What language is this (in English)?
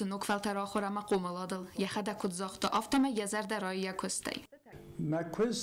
Ossetic